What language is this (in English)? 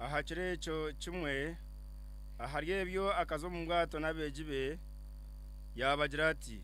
Nyankole